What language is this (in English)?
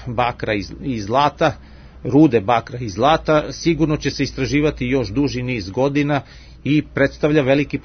Serbian